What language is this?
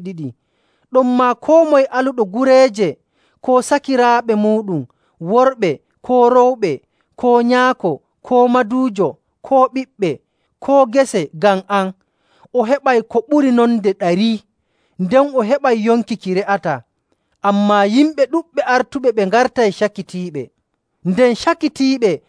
Nigerian Fulfulde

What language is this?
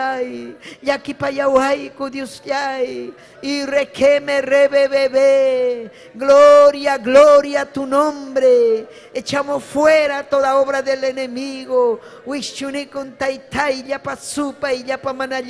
Ayacucho Quechua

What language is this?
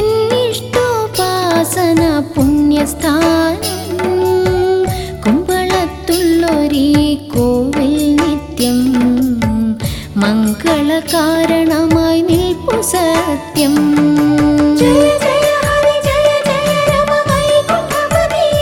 Malayalam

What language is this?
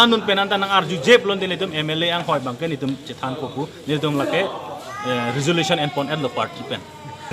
Karbi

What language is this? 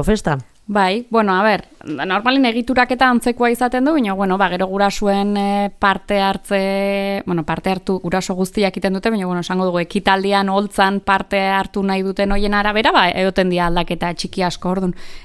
Basque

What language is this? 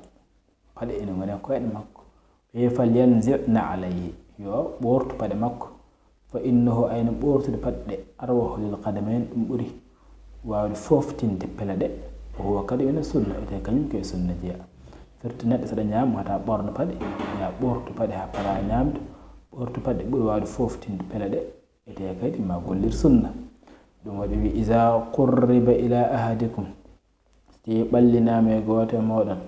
Fula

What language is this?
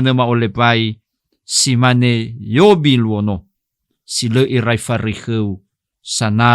Nias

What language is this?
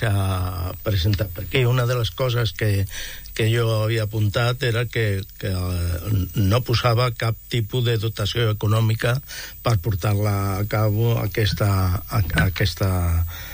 Catalan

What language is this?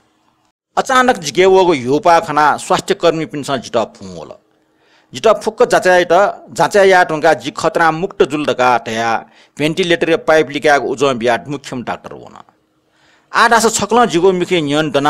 Newari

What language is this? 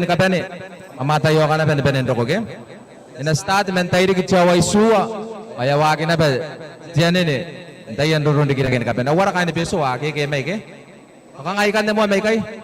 Gilbertese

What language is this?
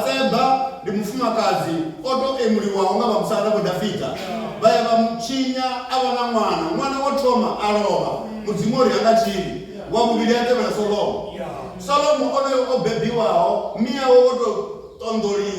Venda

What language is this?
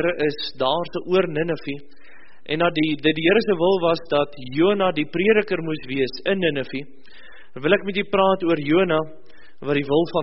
Afrikaans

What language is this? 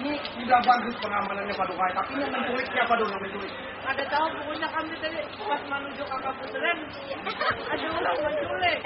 Banjar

